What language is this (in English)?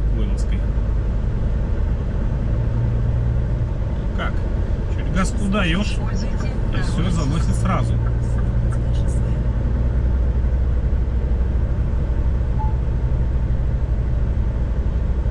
Russian